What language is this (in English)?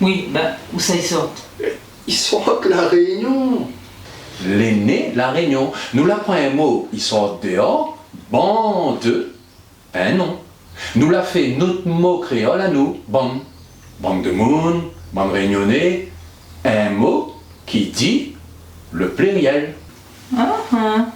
Réunion Creole French